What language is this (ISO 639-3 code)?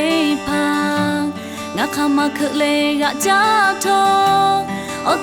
lhu